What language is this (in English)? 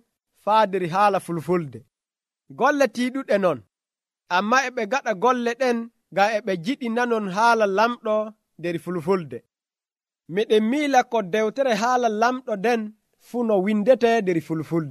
Nigerian Fulfulde